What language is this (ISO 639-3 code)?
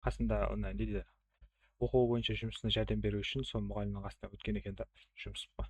kaa